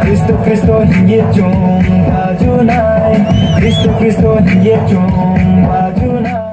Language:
Riang (India)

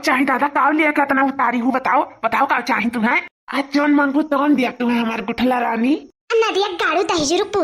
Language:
Awadhi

